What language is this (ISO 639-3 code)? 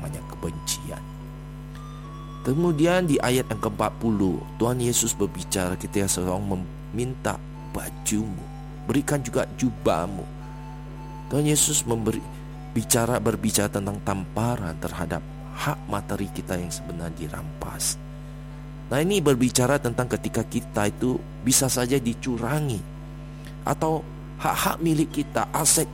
ind